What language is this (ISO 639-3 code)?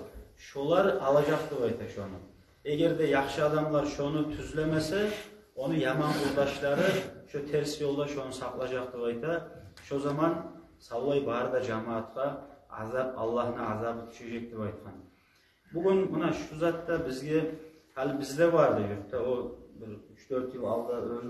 kum